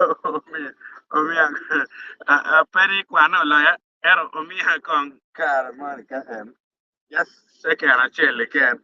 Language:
Acoli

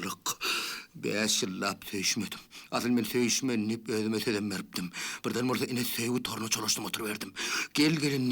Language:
Turkmen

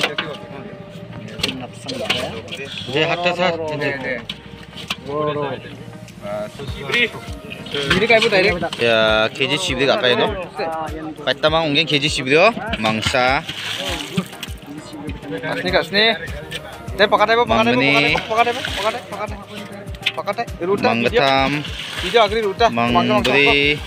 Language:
Garo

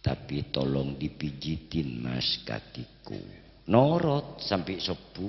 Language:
Madurese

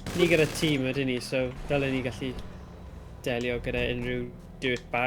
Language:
Welsh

